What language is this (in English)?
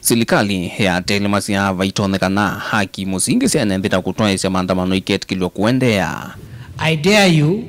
Kamba